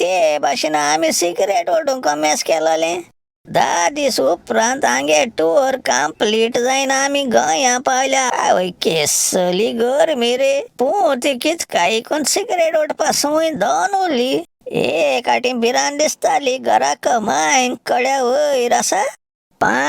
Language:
Konkani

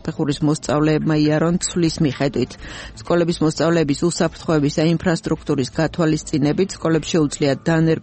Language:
Georgian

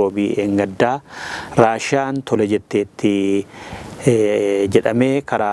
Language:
Oromo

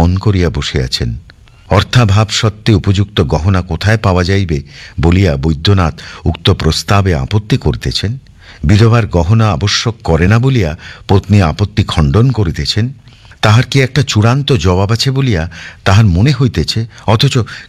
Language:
Bangla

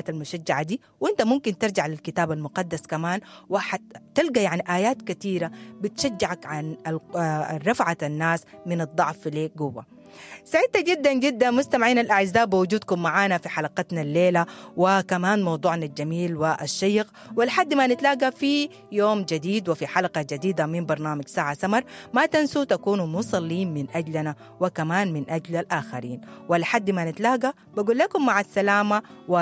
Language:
Sudanese Arabic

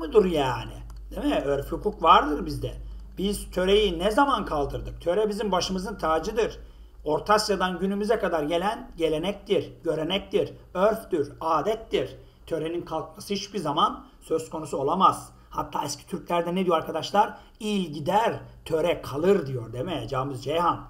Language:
Turkish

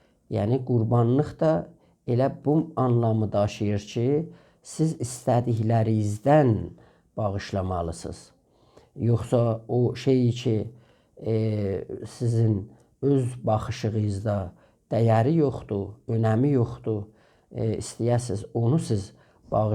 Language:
South Azerbaijani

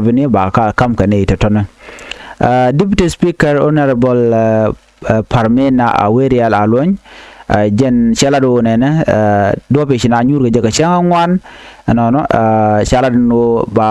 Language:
Nuer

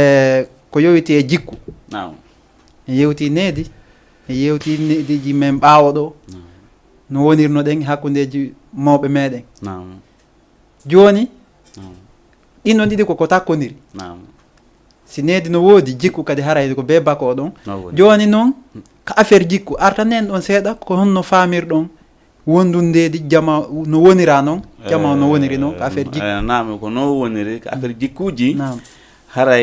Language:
Fula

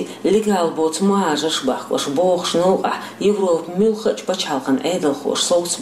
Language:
Chechen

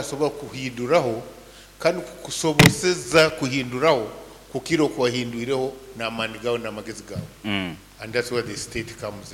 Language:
Nyankole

